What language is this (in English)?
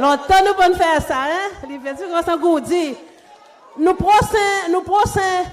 Seselwa Creole French